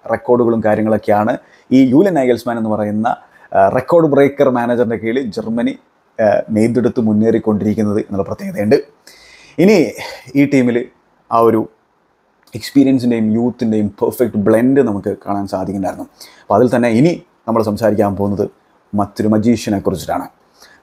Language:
Malayalam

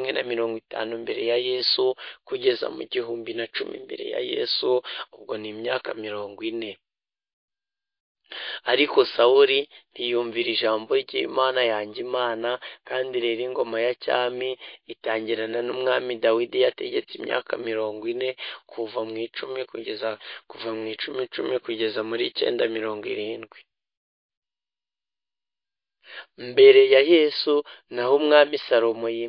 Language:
Kinyarwanda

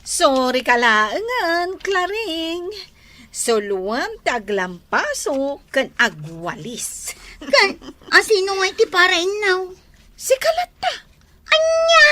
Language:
Iloko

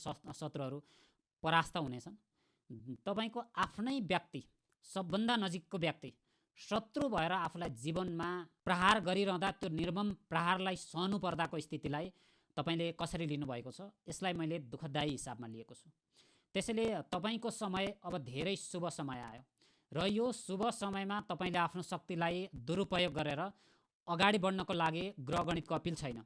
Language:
Nepali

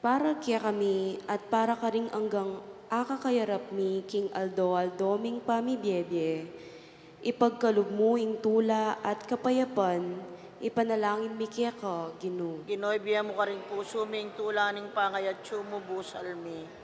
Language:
Pampanga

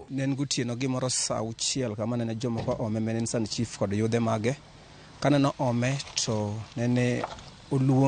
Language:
Luo (Kenya and Tanzania)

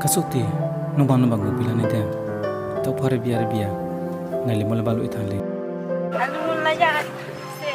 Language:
Riang (India)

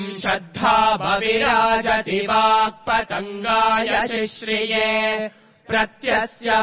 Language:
Sanskrit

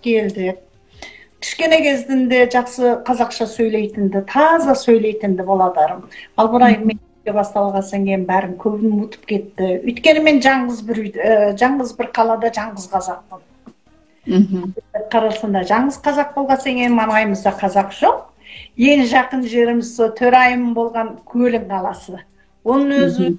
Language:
Kazakh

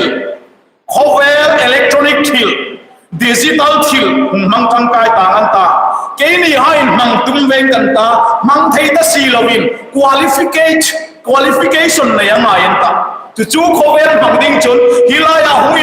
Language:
Hmar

